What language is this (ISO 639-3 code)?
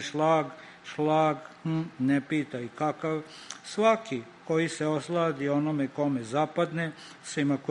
srp